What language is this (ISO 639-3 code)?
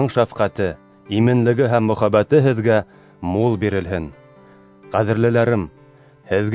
bak